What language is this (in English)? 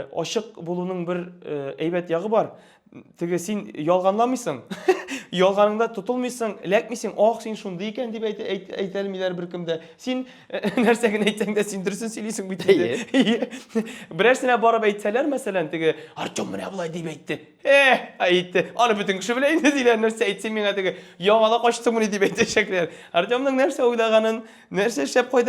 Tatar